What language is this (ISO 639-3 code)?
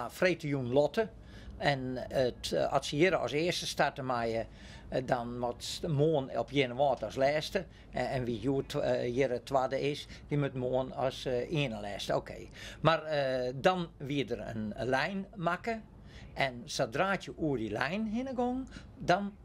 fry